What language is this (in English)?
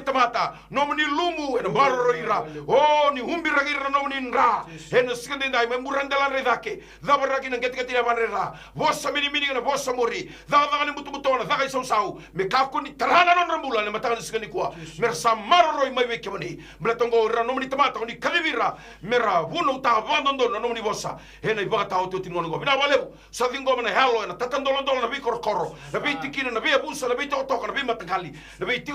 Fijian